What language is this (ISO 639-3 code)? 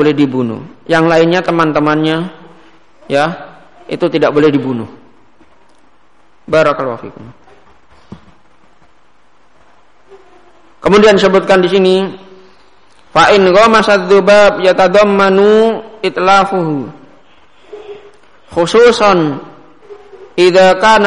ind